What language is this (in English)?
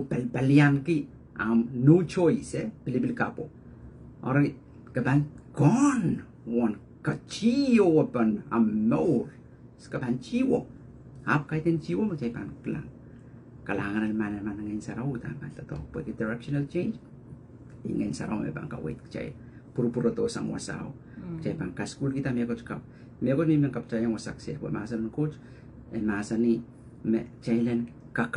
Pohnpeian